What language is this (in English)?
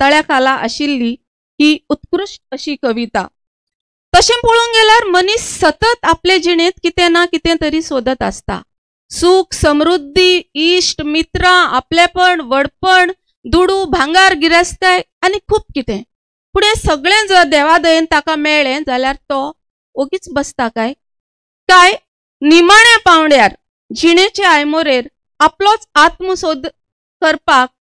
Konkani